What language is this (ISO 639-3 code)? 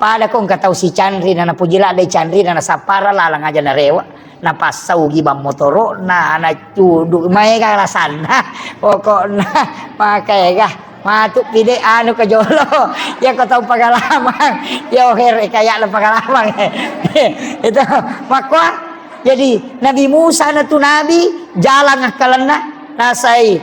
bug